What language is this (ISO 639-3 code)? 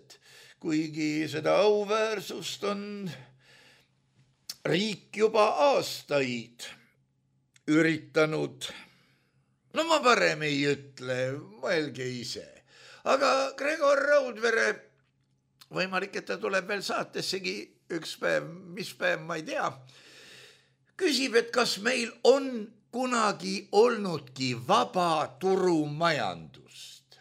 est